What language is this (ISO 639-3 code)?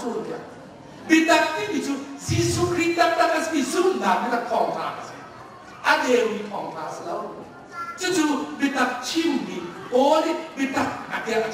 cnh